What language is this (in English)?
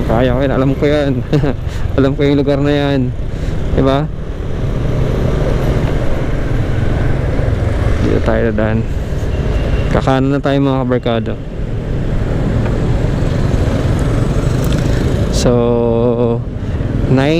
Filipino